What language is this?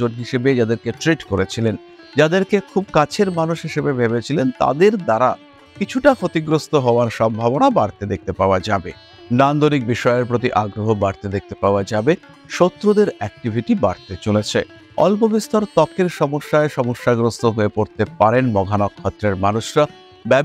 Bangla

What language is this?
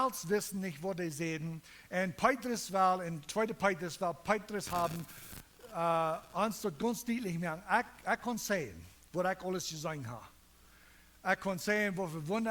Plautdietsch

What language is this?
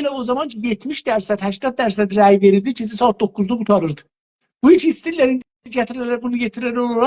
South Azerbaijani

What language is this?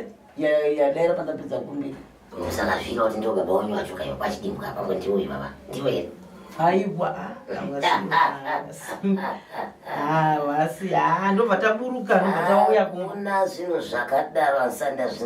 Shona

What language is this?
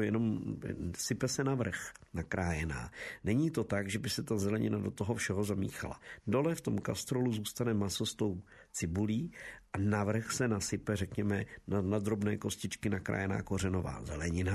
Czech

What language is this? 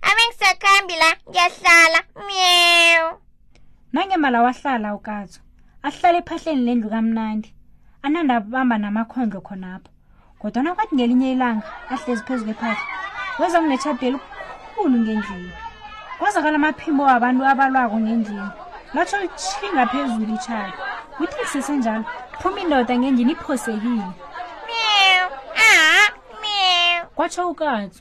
South Ndebele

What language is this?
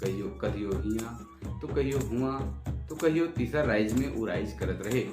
Sadri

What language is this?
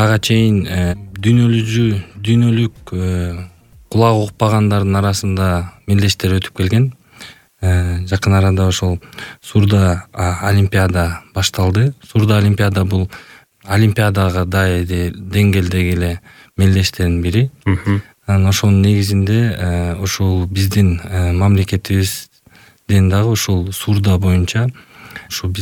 Kyrgyz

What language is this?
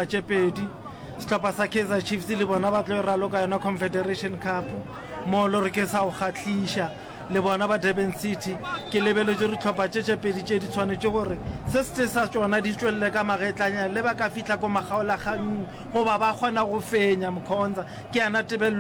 Northern Sotho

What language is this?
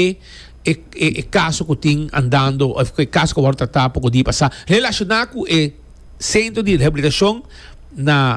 Papiamento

